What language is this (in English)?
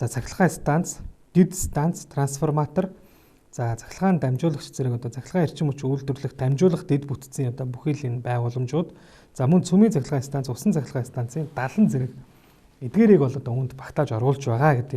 Mongolian